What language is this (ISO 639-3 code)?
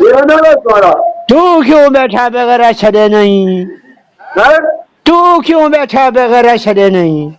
skr